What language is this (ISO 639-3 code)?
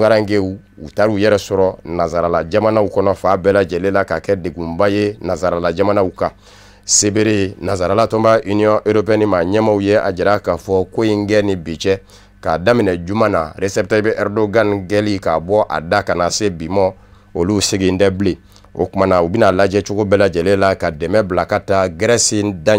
bam